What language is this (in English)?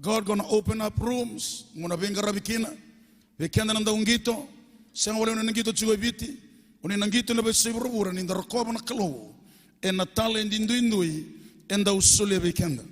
Fijian